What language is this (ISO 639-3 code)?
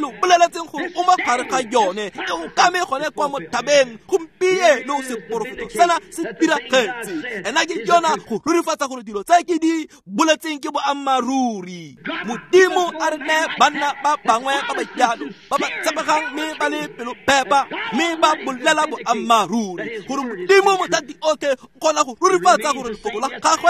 tsn